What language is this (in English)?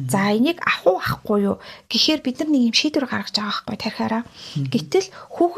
Mongolian